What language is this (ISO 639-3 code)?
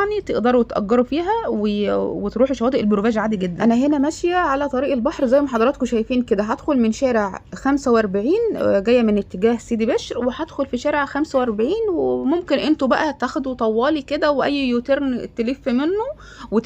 arz